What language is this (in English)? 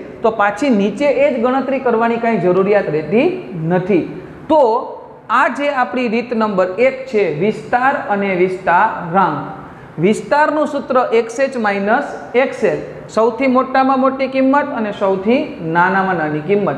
Gujarati